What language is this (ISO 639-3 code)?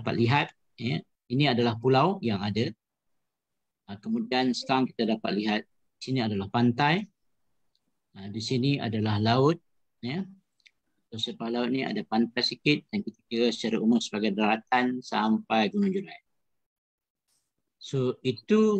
msa